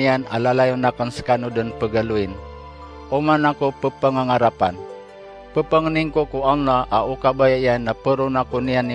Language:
Maranao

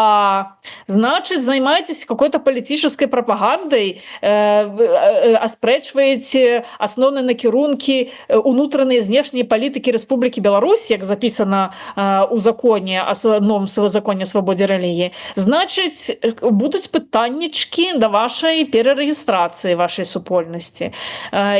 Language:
Belarusian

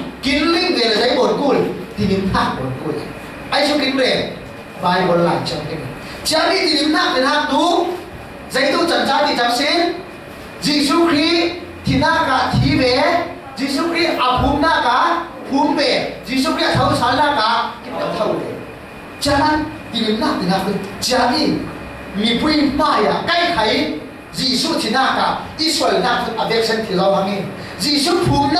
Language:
Falam Chin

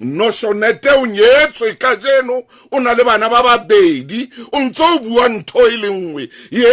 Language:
Southern Sotho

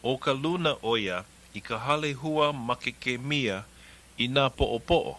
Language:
Hawaiian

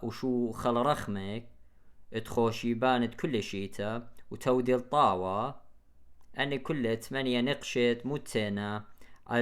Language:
Assyrian Neo-Aramaic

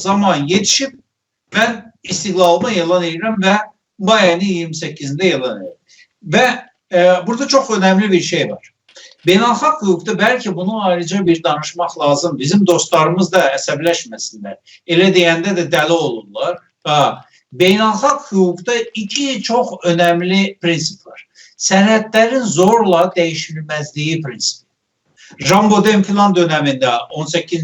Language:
South Azerbaijani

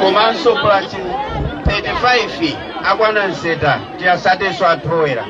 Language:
Nyanja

